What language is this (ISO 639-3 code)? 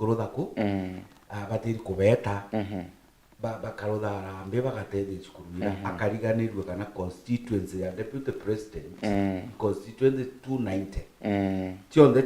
mer